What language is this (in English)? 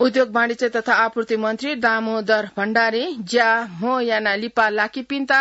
Newari